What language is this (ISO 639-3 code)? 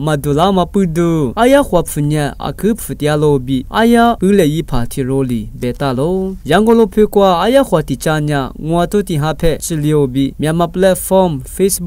lis